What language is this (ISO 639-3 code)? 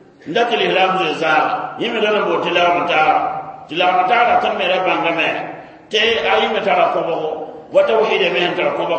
mos